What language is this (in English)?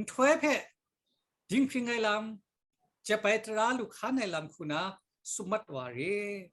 Kachin